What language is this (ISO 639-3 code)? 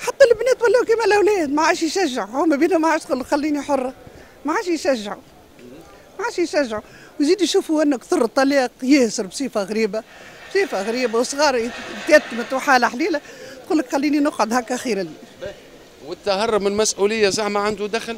aeb